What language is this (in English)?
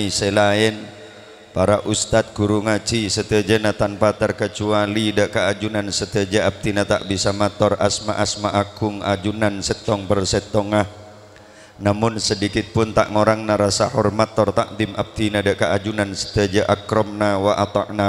Madurese